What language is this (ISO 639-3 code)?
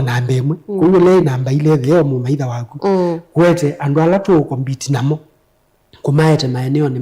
kam